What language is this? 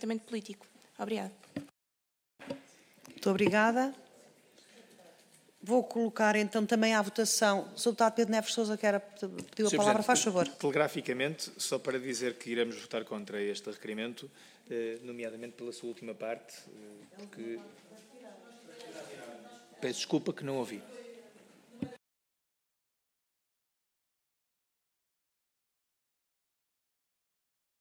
Portuguese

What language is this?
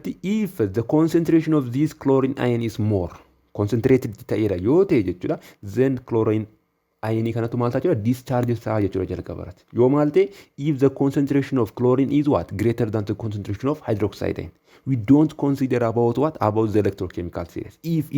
Oromo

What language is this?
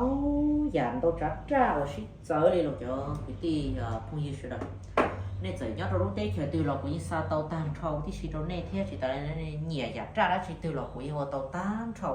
Hmong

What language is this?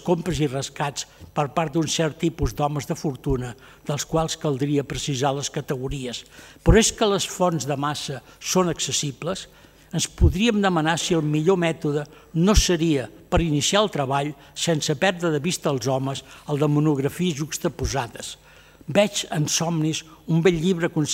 Catalan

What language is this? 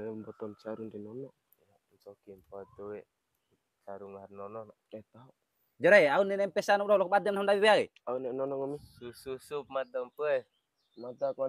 Bima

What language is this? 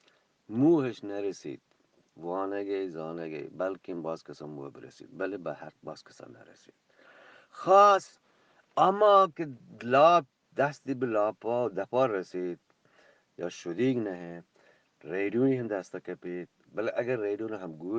Eastern Balochi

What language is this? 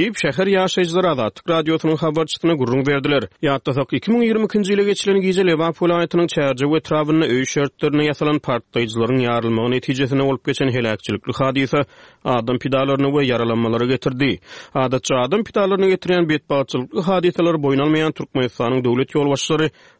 Turkmen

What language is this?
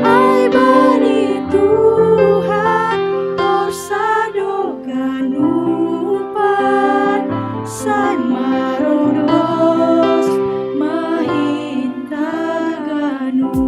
Batak Simalungun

